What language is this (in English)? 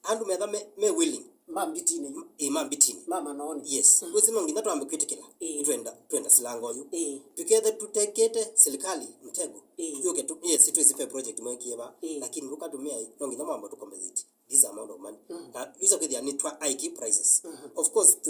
Kamba